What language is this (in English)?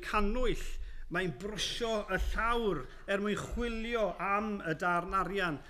Welsh